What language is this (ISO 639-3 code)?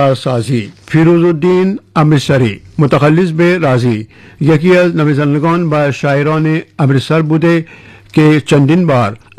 fas